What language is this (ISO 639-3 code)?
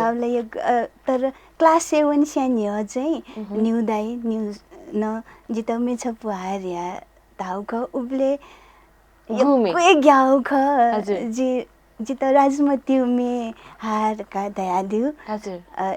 new